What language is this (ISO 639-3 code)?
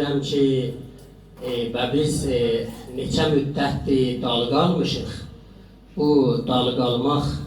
azb